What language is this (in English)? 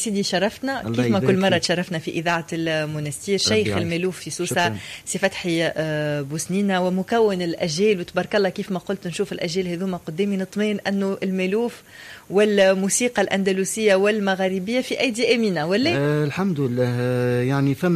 Tunisian Arabic